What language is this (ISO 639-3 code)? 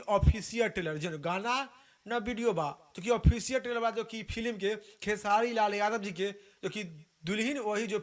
bho